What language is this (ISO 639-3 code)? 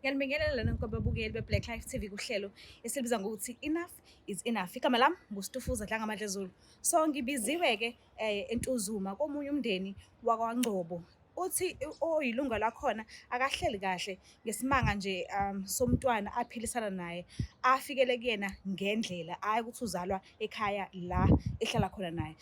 zul